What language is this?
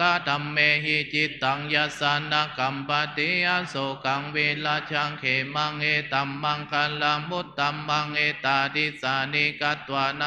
Pali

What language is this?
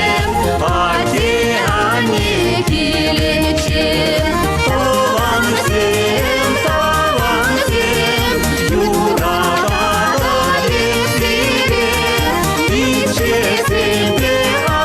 Chuvash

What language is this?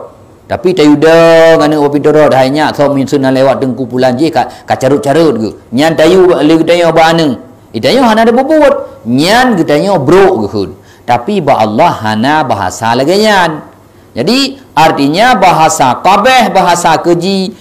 Achinese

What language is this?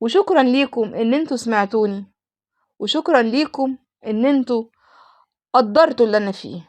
Egyptian Arabic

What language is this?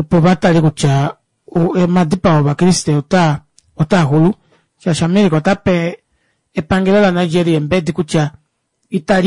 Kuanyama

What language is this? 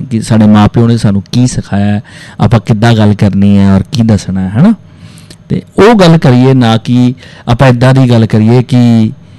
Punjabi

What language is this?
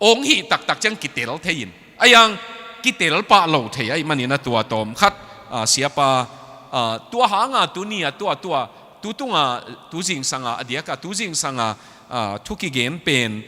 Tedim Chin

